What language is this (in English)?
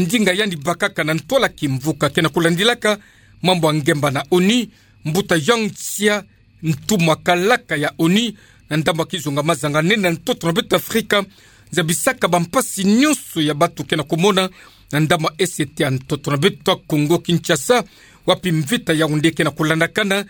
Kituba (Democratic Republic of Congo)